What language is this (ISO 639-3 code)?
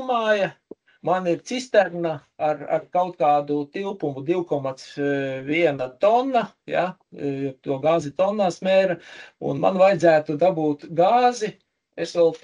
lav